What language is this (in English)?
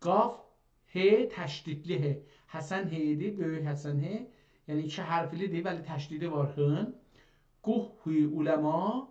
South Azerbaijani